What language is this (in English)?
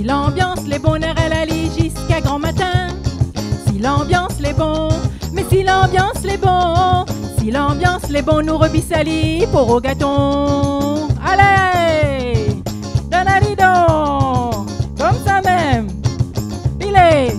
Réunion Creole French